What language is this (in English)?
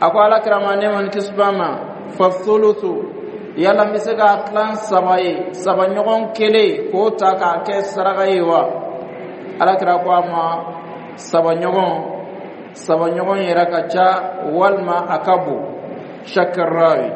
Dyula